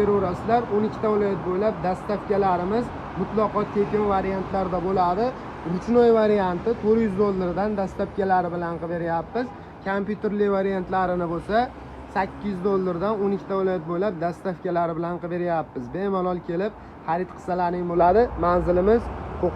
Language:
Uzbek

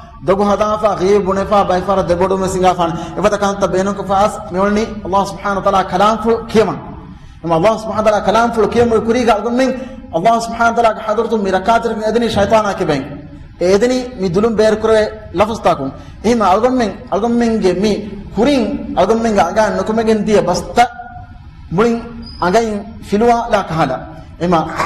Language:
Divehi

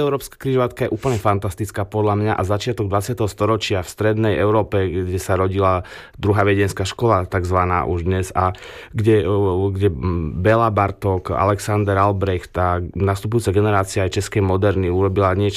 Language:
Slovak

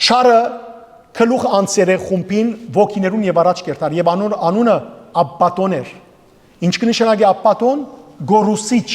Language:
Western Armenian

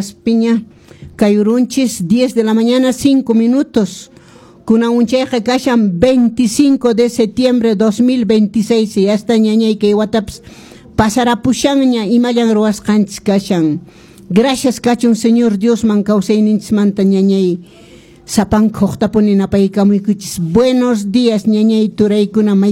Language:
Quechua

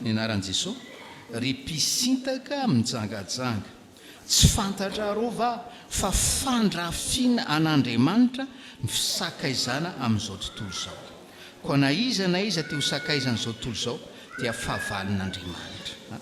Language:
Malagasy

